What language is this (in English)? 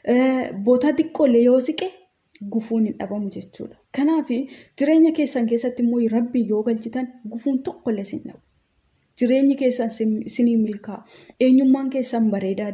Oromo